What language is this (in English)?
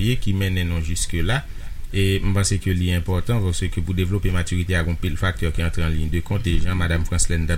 Haitian Creole